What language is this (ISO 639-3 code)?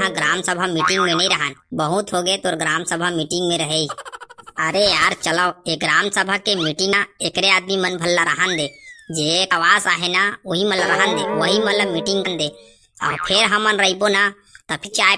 hne